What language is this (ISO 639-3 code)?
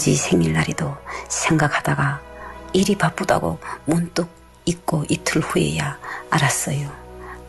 kor